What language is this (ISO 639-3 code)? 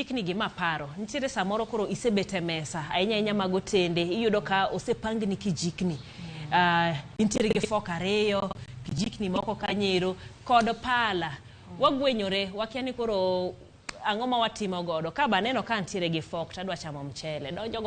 luo